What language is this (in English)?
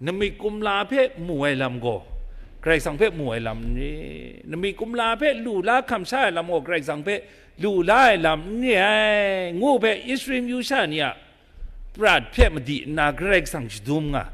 Kachin